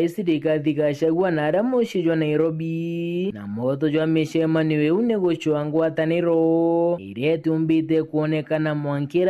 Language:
Meru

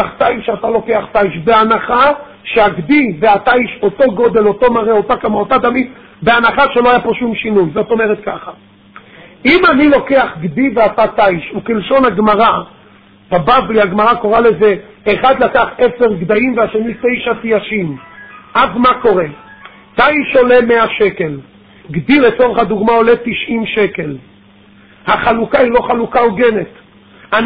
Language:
Hebrew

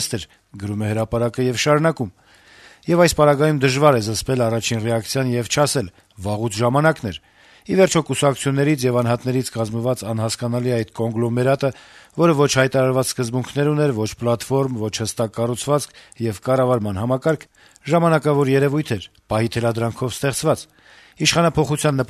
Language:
Armenian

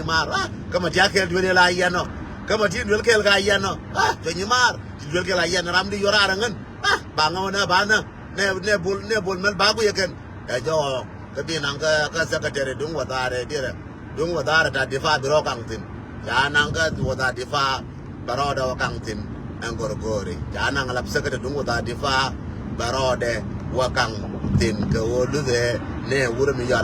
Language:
Nuer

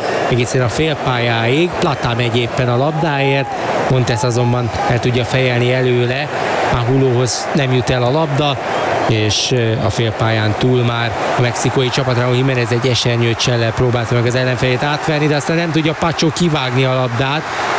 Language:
Hungarian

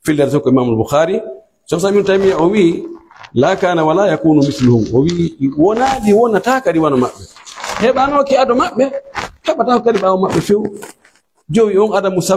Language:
Pular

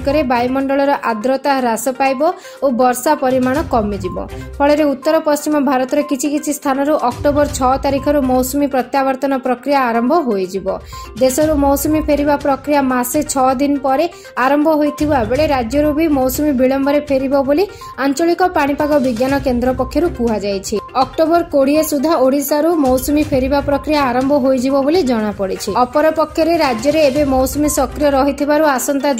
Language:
Odia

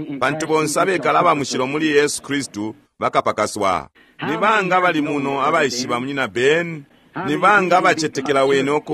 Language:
Bemba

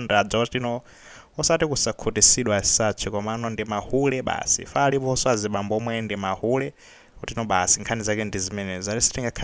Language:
Nyanja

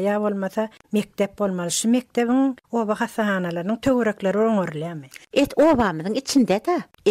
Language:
Turkmen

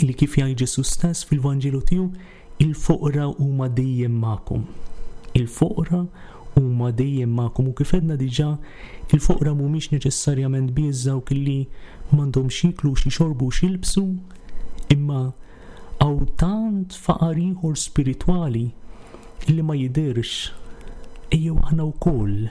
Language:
Maltese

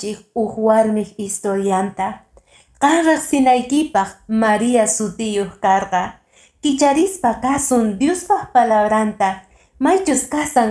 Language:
Quechua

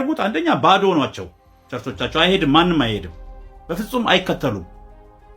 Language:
Amharic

